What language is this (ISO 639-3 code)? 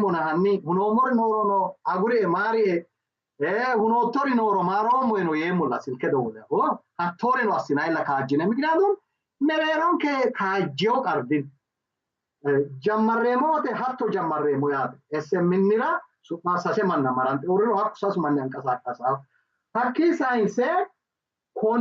sid